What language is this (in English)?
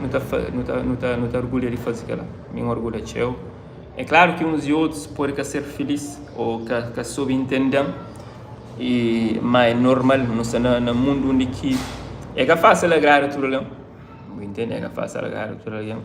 Kabuverdianu